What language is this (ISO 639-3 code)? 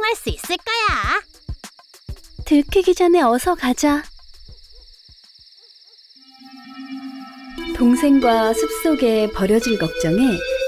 kor